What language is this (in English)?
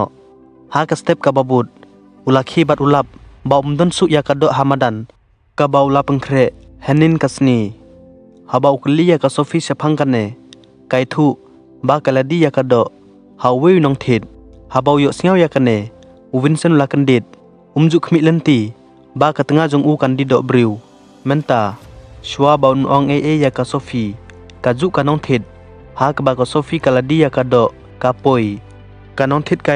Khasi